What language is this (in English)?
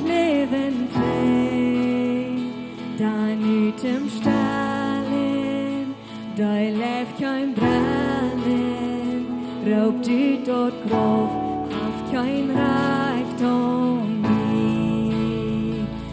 Plautdietsch